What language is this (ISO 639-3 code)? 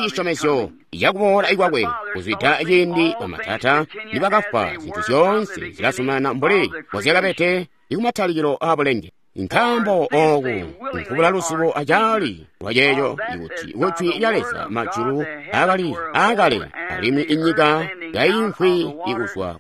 toi